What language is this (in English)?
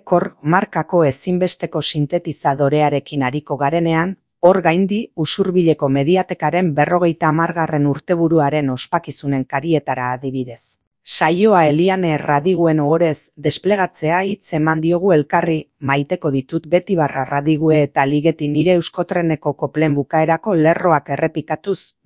Basque